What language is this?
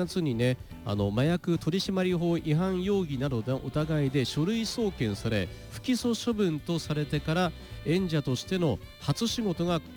Japanese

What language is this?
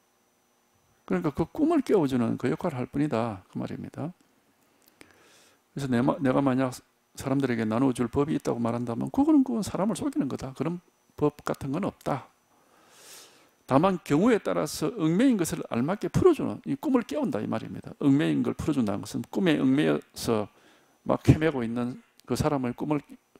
Korean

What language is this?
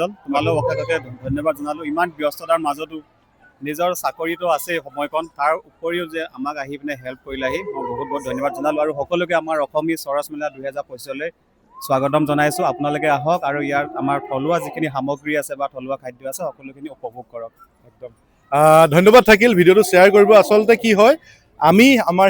Assamese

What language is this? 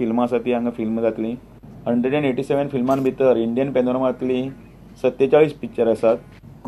Konkani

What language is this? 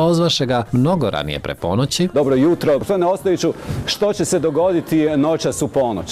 Serbian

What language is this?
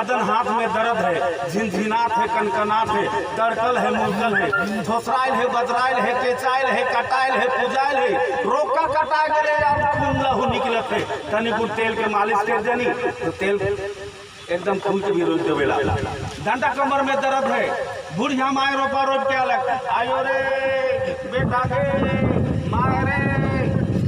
Sadri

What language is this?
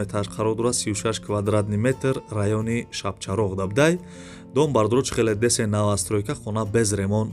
Tajik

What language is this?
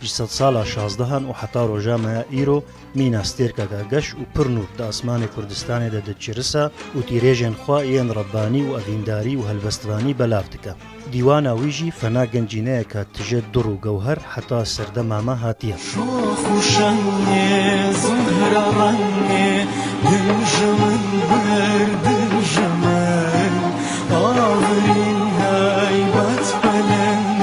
Kurdish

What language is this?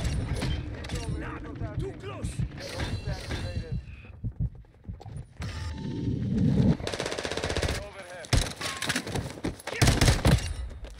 English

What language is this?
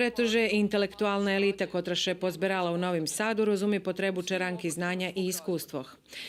Rusyn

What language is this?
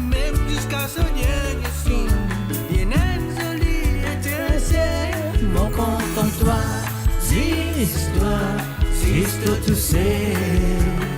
Morisyen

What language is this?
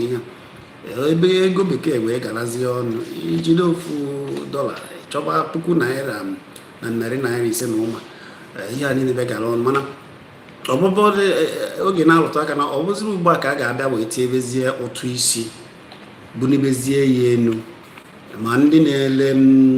Igbo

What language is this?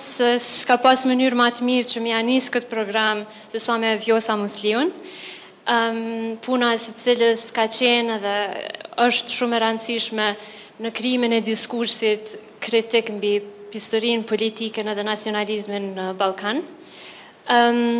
Albanian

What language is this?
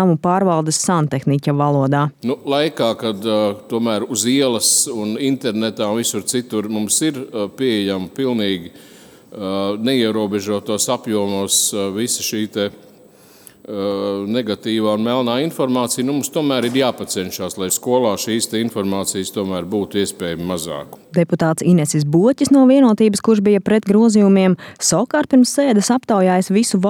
Latvian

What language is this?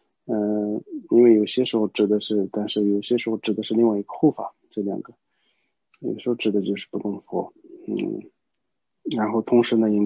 Chinese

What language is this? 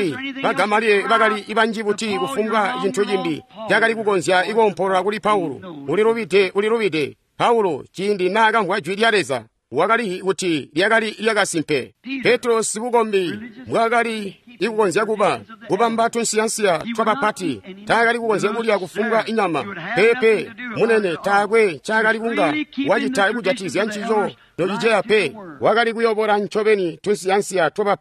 Tonga (Zambia)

